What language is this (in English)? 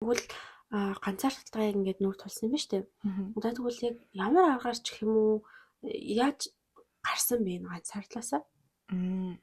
Mongolian